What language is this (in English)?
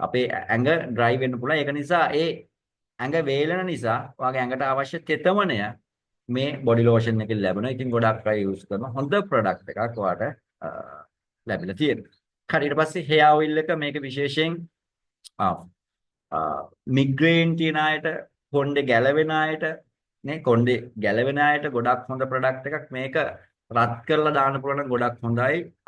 Sinhala